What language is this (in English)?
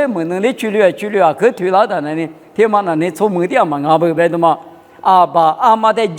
Lisu